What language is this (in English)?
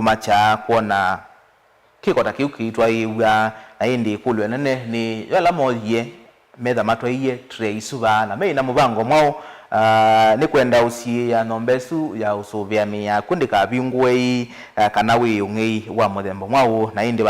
Kamba